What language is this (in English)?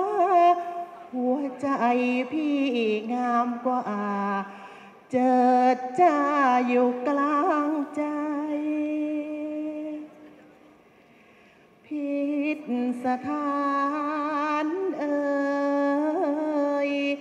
Thai